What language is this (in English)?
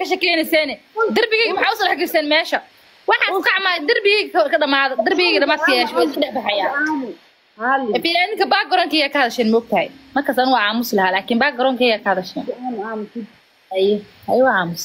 Somali